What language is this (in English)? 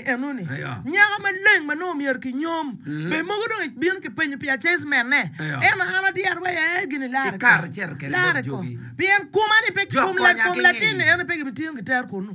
Acoli